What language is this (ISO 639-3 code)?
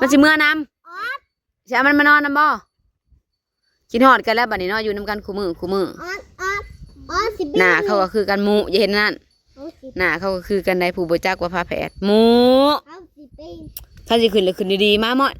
tts